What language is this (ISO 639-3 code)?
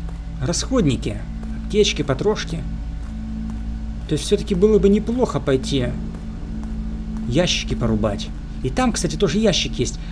rus